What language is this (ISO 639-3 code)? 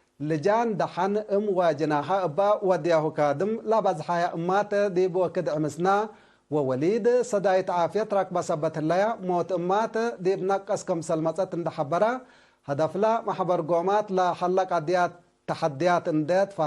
tig